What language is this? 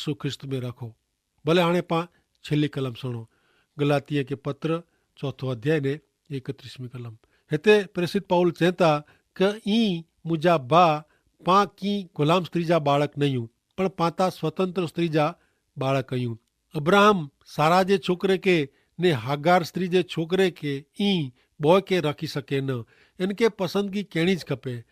Kachhi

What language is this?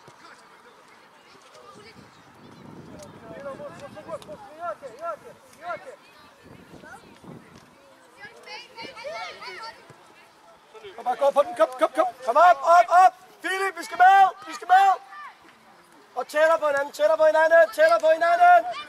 Danish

